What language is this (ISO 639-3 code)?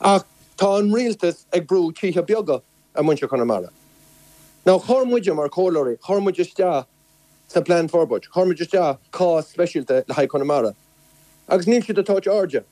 gle